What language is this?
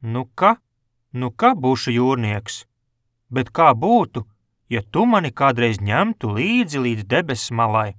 Latvian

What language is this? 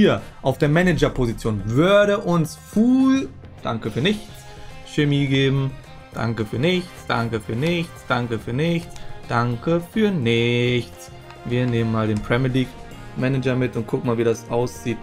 German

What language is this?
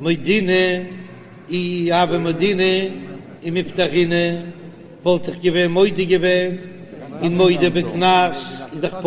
Yiddish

